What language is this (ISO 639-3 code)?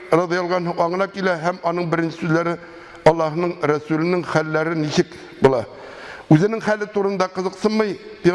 tat